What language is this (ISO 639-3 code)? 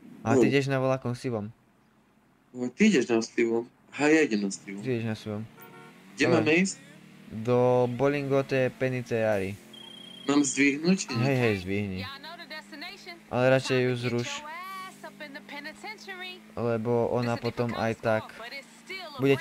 slk